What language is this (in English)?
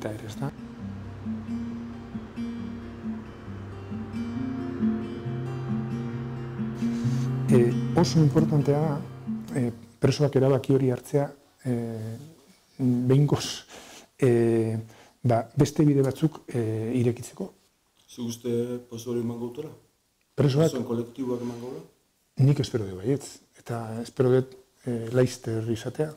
Basque